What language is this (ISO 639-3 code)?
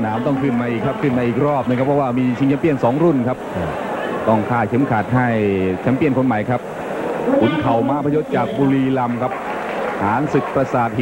tha